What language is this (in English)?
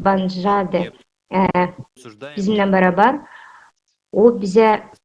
Gagauz